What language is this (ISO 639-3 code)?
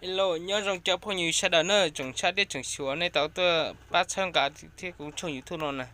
hmn